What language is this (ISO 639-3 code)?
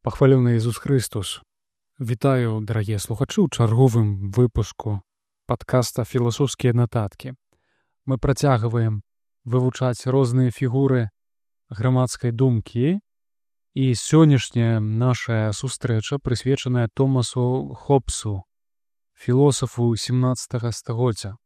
bel